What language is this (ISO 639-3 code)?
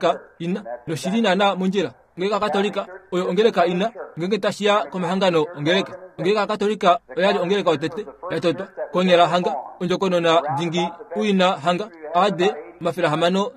kua